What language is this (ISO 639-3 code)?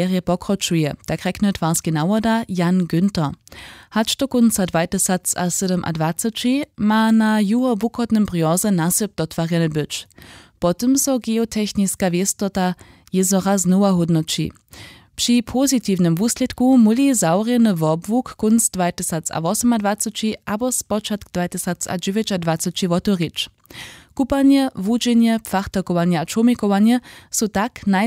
hsb